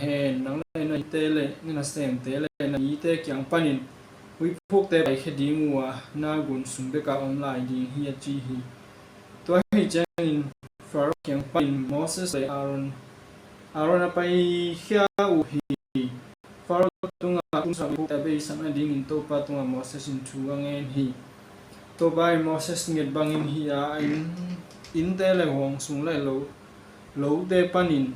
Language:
Tedim Chin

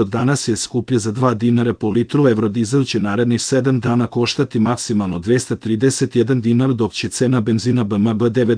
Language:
Serbian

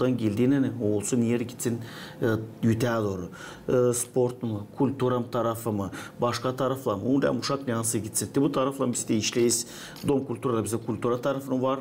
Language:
Gagauz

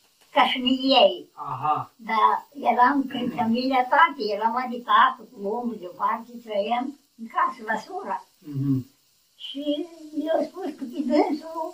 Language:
Romanian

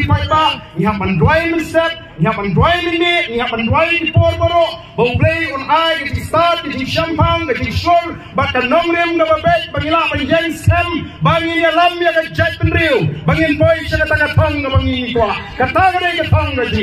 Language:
Khasi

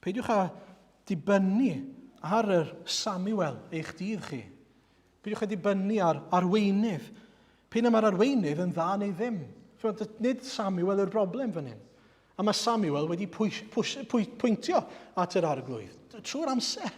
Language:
Welsh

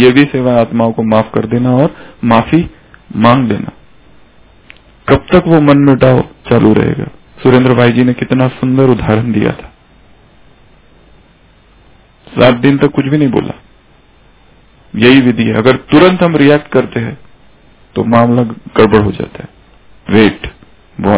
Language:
Hindi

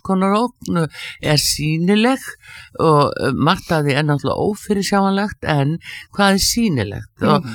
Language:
Icelandic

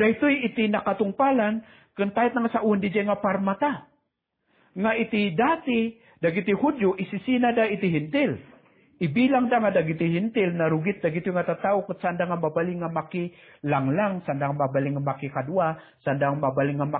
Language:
Iloko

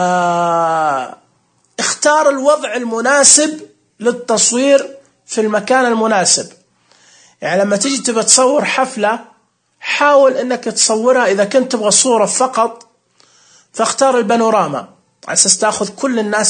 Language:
Najdi Arabic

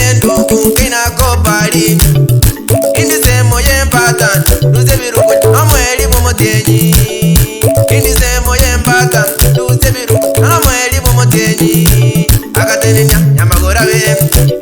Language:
Gusii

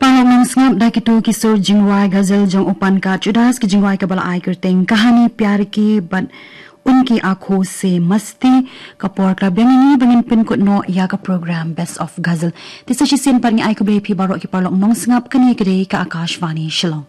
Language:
Khasi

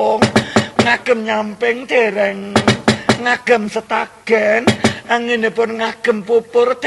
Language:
Javanese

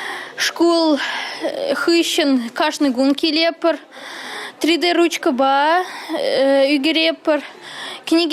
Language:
Chuvash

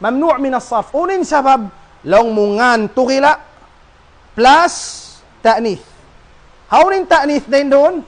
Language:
Tausug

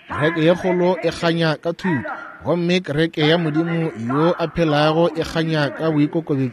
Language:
Northern Sotho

